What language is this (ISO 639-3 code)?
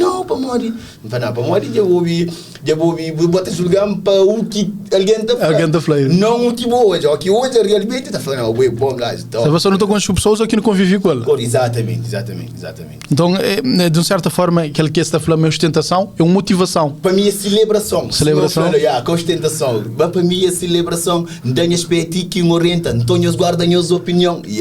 kea